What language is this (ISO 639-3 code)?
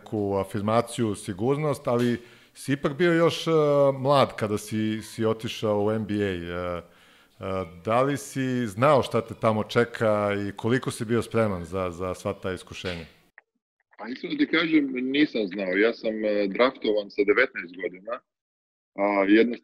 srp